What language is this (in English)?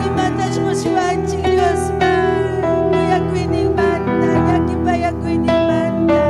Ayacucho Quechua